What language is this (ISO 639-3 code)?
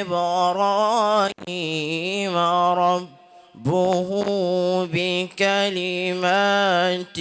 ful